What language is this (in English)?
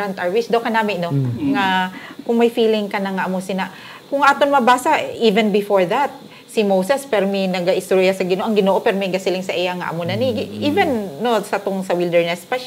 Hiligaynon